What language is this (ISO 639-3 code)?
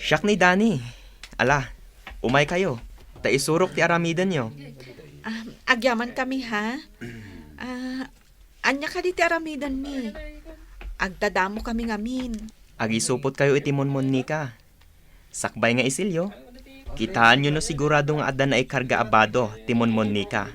ilo